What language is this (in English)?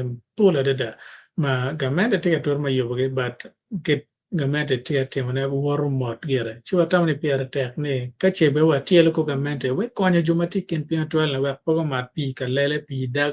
Acoli